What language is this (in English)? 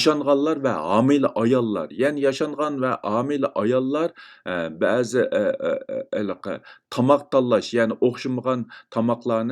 Uyghur